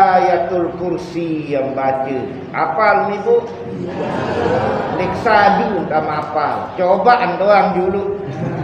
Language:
Sasak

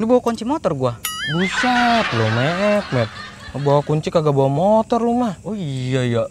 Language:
Betawi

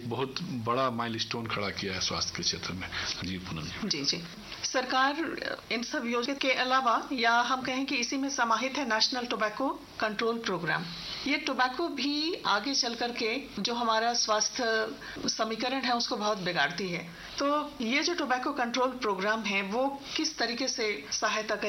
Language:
Hindi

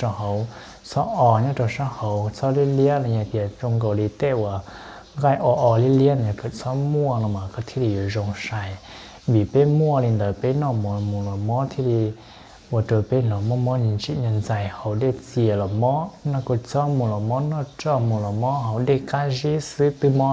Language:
Hmong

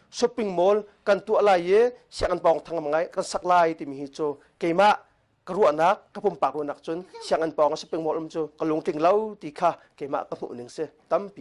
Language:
Hakha Chin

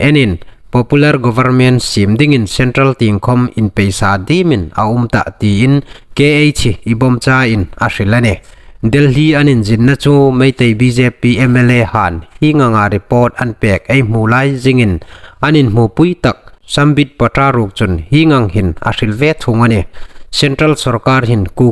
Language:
Hmar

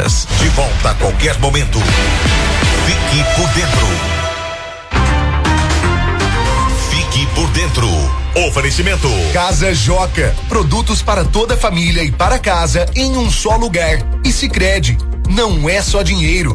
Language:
Portuguese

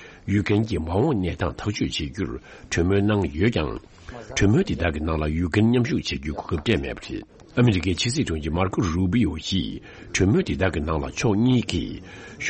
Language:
Tibetan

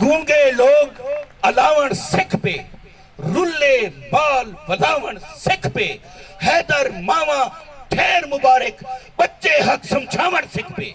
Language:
Saraiki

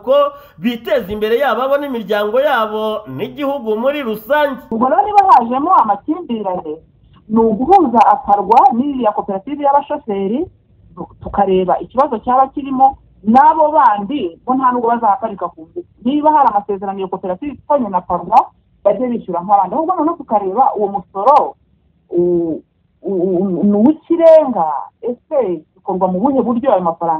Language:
Kinyarwanda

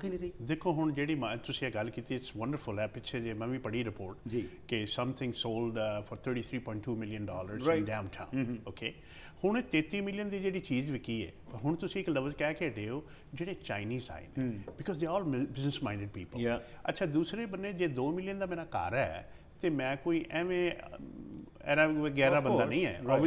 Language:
Punjabi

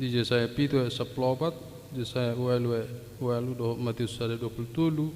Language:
Batak Toba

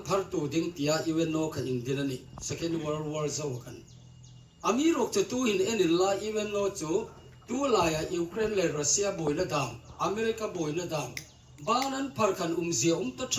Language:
Hmar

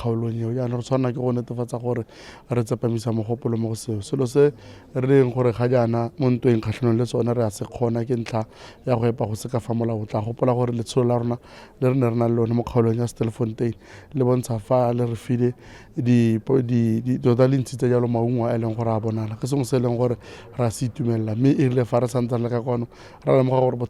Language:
Tswana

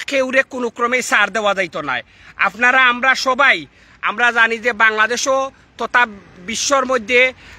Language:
Sylheti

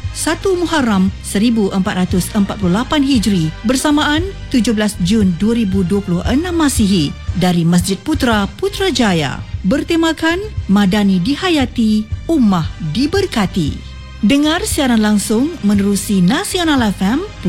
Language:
Malay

